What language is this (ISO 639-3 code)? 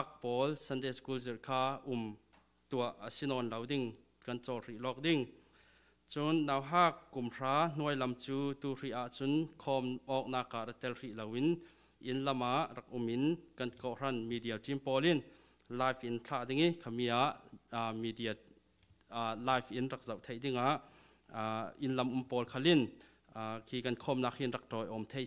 cfm